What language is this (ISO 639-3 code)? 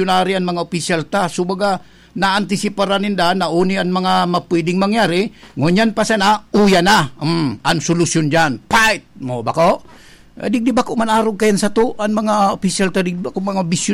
bik